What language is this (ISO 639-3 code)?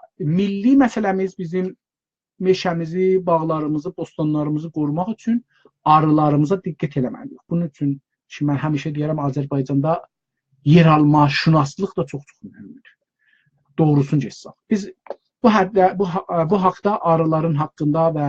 azb